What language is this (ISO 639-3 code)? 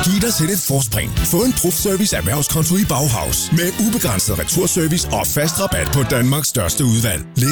dan